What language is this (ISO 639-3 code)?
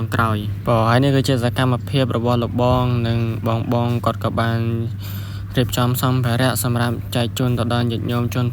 khm